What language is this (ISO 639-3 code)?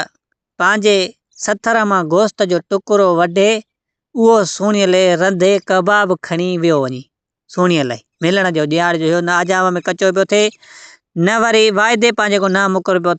snd